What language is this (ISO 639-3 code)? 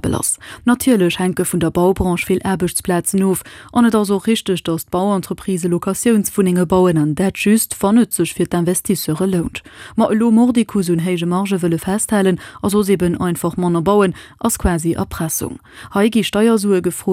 ltz